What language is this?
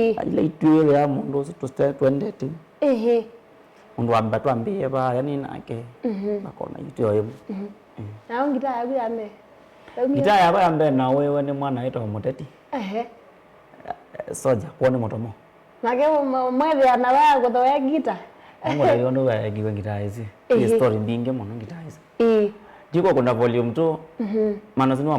Kamba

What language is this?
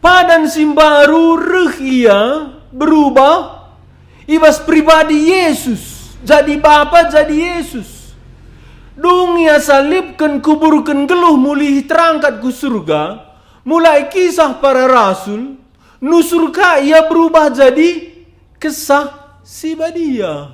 Batak Karo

